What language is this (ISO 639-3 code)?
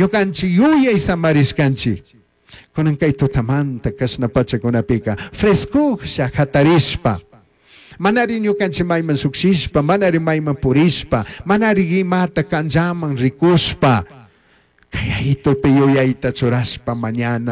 qug